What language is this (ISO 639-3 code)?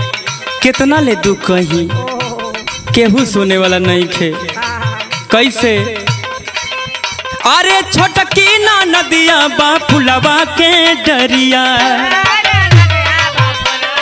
bho